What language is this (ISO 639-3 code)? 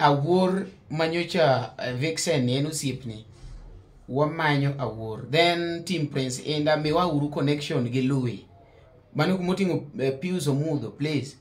luo